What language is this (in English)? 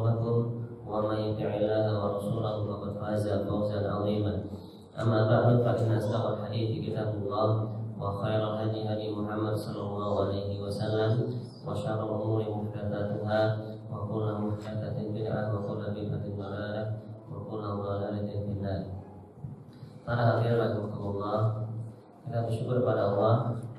Indonesian